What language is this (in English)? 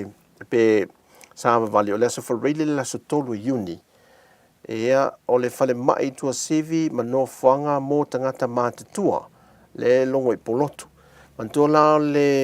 Samoan